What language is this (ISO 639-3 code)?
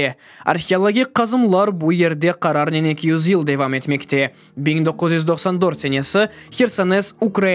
crh